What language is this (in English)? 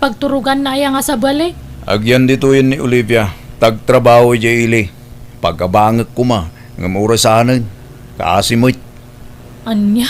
Iloko